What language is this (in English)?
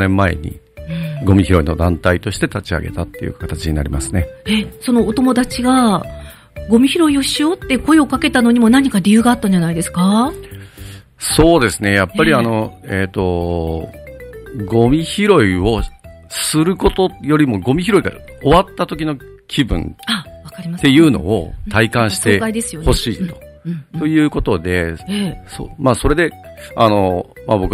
Japanese